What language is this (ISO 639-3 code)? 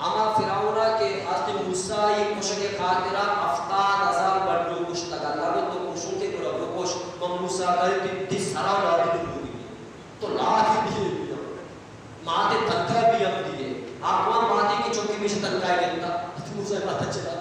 bgp